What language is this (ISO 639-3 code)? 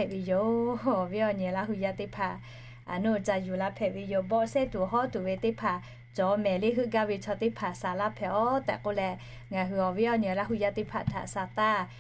lhu